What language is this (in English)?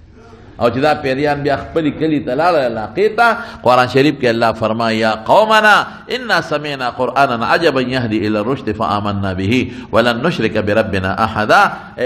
Pashto